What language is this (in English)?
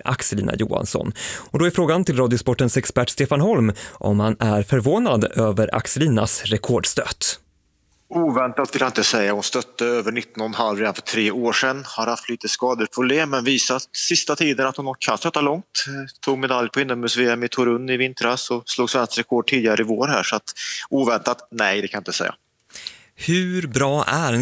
Swedish